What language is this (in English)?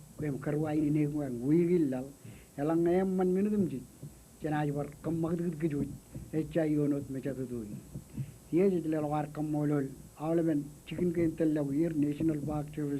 Marshallese